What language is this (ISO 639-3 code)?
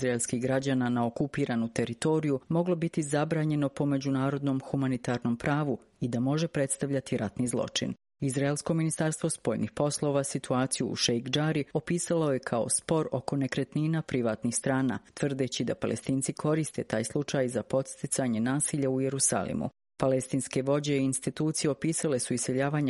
srp